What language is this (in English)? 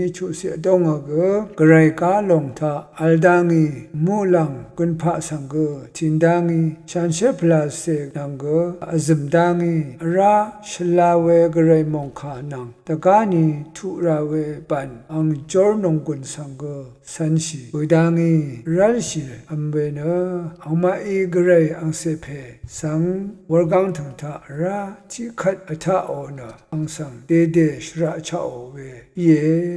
Rawang